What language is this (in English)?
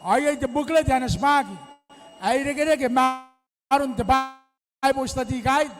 Gilbertese